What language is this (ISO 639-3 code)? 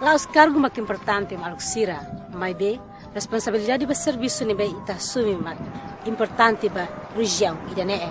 tet